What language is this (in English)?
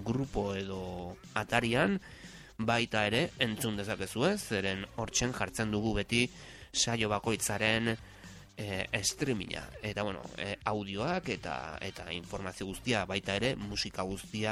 Basque